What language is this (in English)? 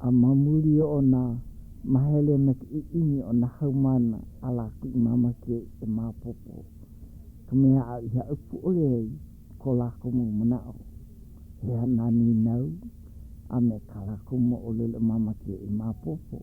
Hawaiian